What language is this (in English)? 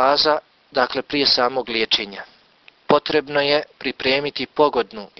Bosnian